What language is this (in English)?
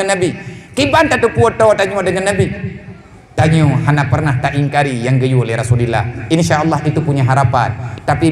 Achinese